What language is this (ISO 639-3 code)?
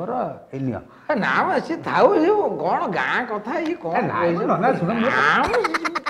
ori